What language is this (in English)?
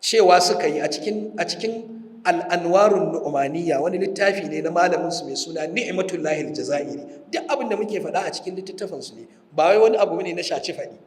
Hausa